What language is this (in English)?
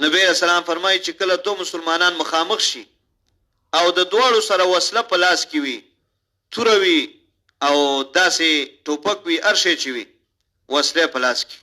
Pashto